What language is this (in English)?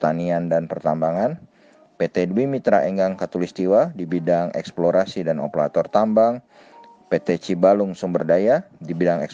Indonesian